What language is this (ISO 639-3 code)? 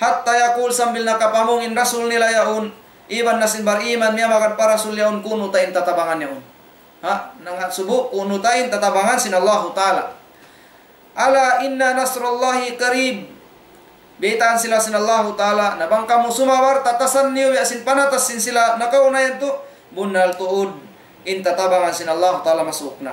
tsg